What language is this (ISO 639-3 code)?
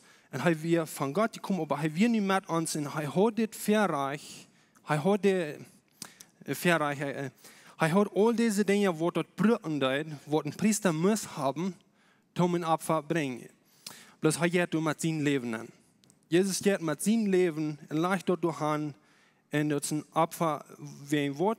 pdt